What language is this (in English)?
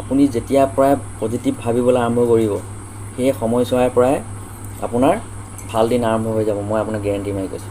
Assamese